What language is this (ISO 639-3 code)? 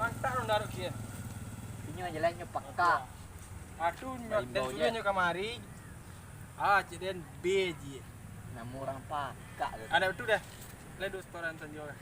min